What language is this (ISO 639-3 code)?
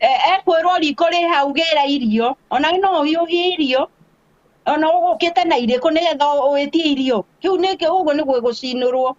kik